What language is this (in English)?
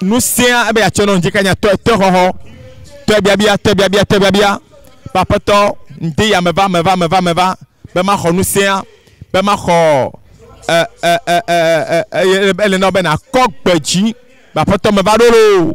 Ewe